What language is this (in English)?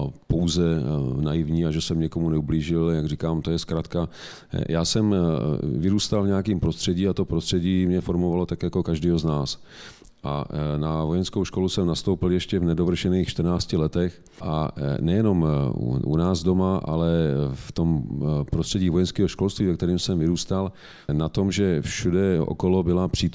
Czech